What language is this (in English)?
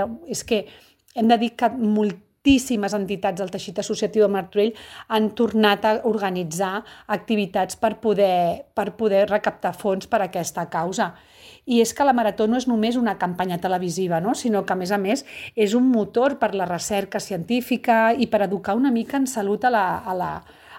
Catalan